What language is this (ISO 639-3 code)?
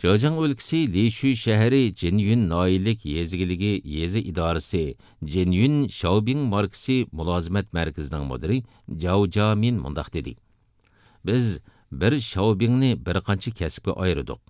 uig